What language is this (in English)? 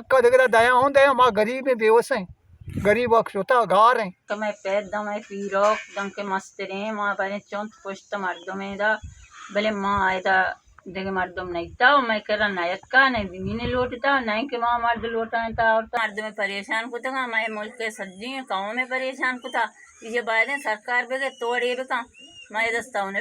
Baluchi